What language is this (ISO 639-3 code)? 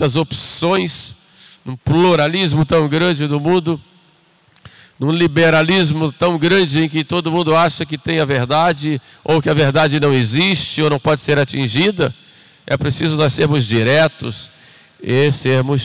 por